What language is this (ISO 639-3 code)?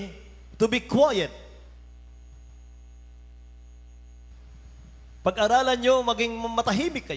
fil